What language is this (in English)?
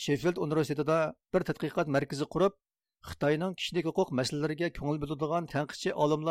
Uyghur